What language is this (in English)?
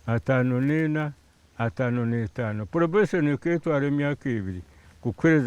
Nyankole